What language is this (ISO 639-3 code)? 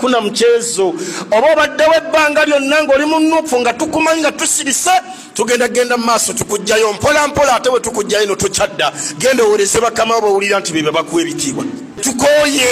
lug